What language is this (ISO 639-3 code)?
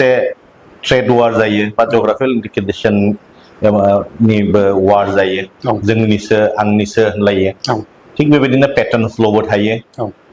brx